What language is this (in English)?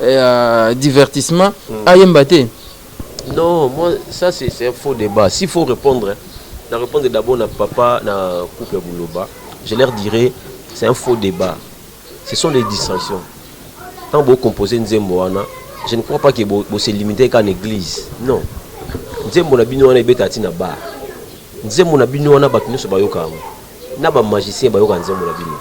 Lingala